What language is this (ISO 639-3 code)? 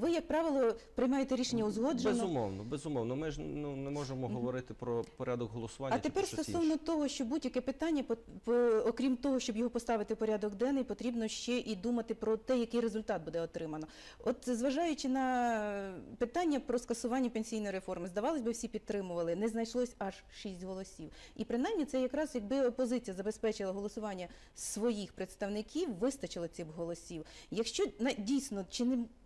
ukr